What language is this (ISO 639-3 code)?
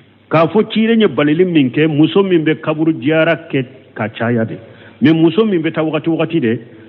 bam